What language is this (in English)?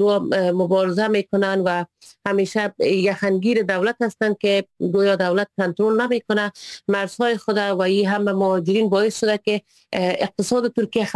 Persian